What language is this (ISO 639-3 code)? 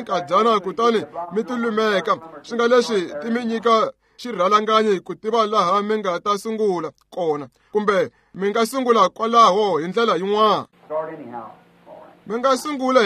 tso